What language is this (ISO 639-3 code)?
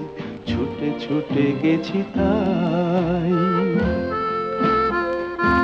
ben